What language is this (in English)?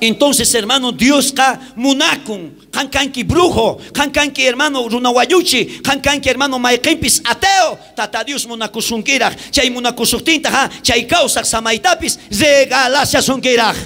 South Bolivian Quechua